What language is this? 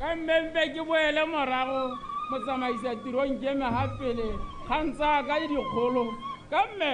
Tswana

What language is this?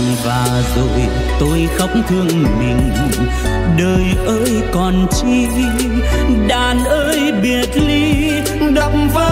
Vietnamese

